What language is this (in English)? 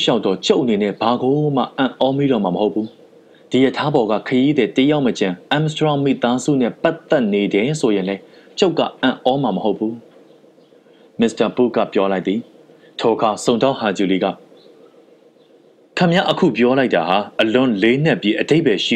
Burmese